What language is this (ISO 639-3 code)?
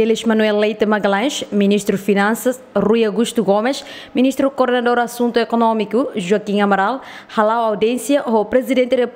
tet